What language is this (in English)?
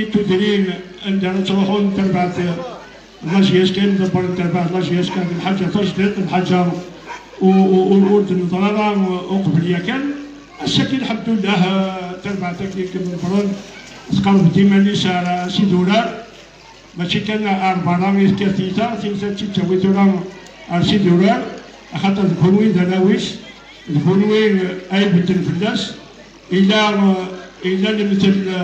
Kabyle